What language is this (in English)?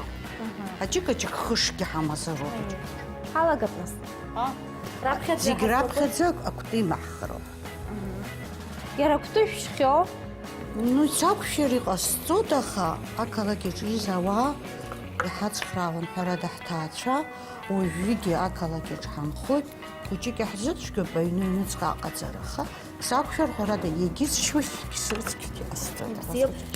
Abkhazian